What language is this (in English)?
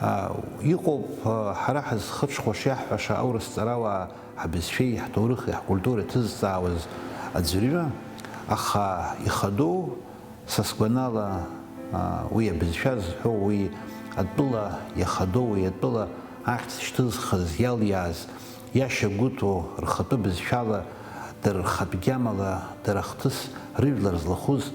Abkhazian